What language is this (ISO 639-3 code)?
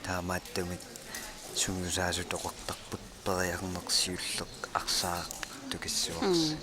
kal